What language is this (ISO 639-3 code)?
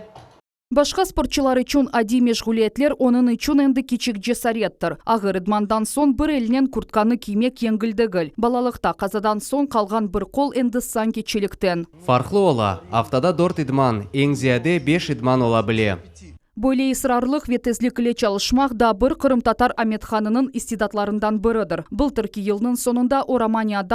crh